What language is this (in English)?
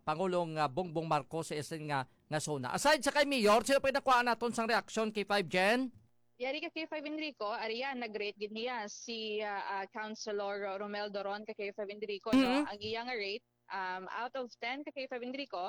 Hiligaynon